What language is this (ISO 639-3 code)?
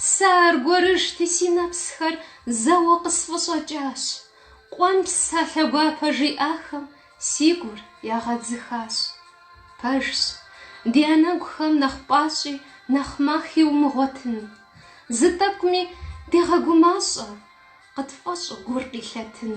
kbd